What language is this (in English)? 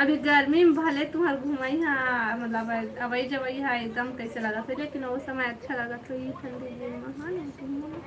Chhattisgarhi